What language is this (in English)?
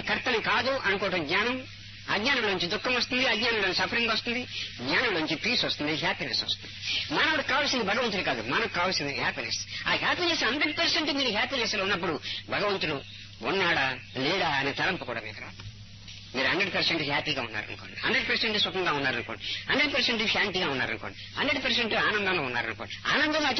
Telugu